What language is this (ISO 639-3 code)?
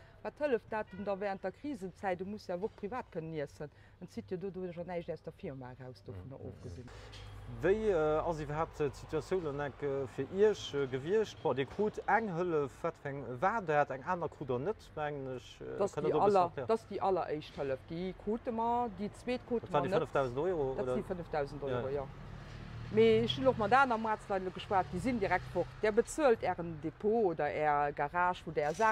ltz